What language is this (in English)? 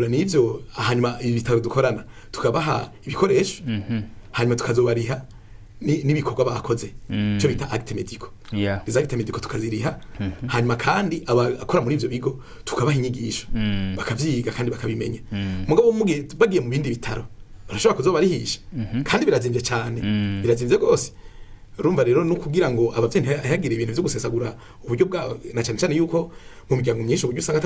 Rundi